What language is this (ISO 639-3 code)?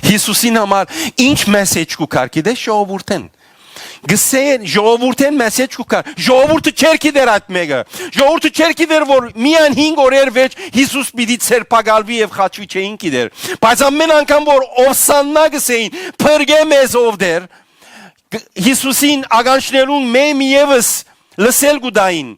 hyw